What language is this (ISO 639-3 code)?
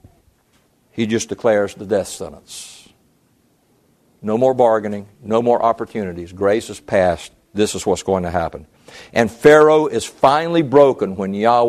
eng